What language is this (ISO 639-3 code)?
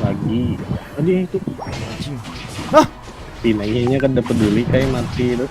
bjn